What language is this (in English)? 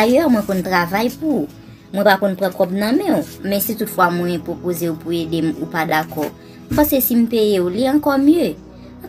Haitian Creole